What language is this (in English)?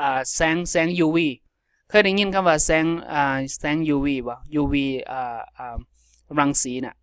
Lao